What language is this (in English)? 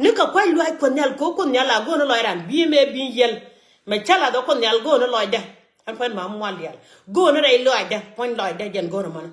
Nuer